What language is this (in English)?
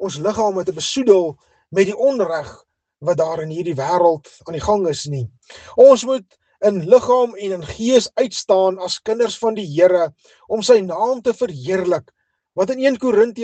Afrikaans